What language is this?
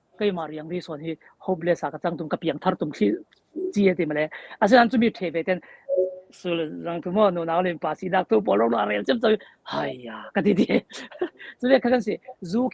Falam Chin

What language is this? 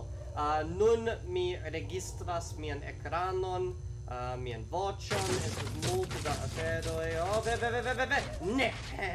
Esperanto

